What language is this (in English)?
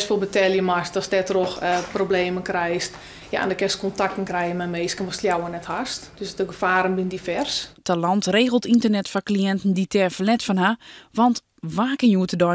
Western Frisian